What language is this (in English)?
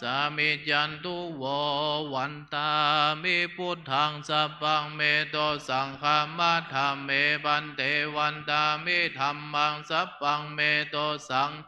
Pali